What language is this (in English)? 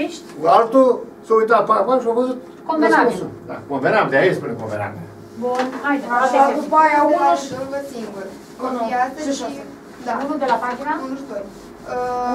Romanian